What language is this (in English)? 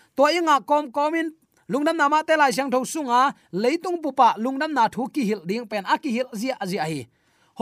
Tedim Chin